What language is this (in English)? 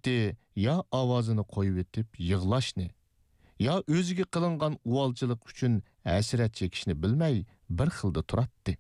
Uyghur